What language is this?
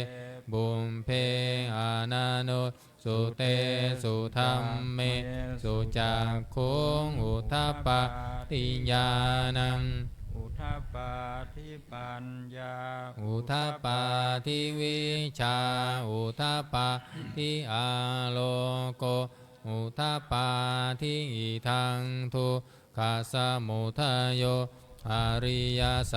Pali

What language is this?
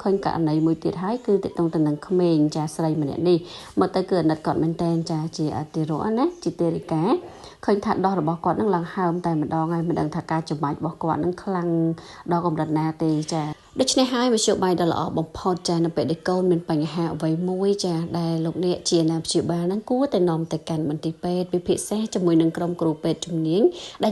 Khmer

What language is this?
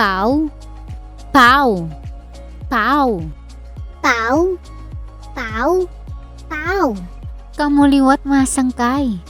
Waray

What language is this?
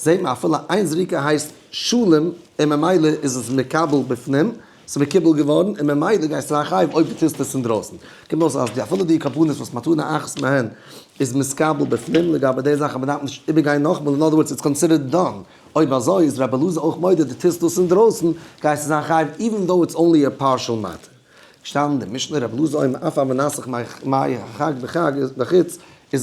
Yiddish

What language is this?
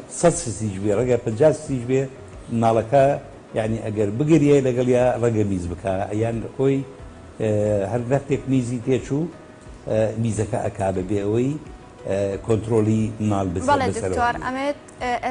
Central Kurdish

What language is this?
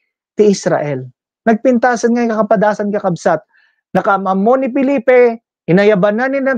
Iloko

